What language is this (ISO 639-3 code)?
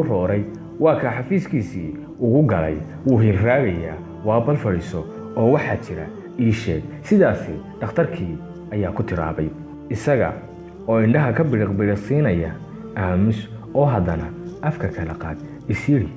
som